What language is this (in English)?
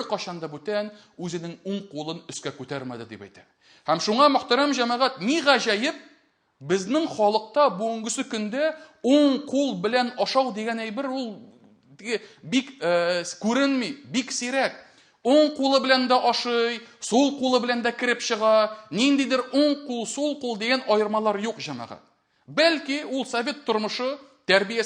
Tatar